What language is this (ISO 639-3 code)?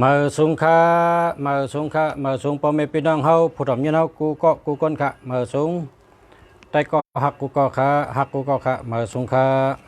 shn